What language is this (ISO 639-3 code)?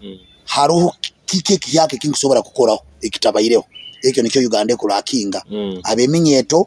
nyo